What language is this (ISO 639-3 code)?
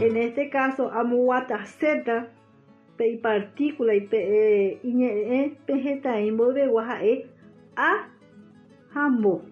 grn